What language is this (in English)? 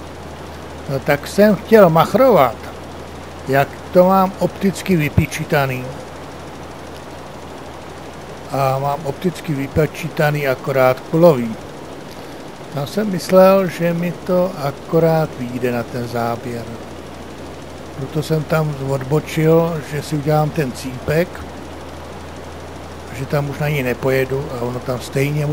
Czech